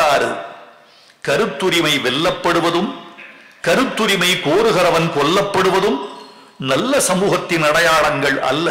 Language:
Tamil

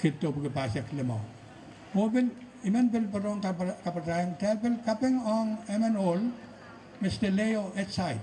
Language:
Pohnpeian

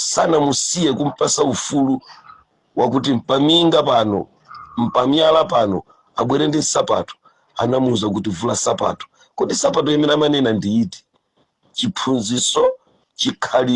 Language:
Nyanja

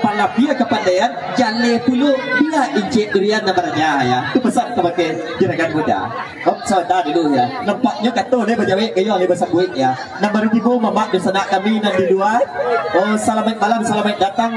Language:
Minangkabau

